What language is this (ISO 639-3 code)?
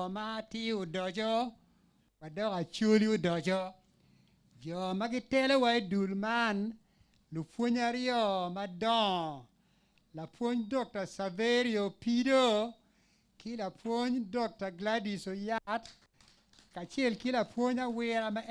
ach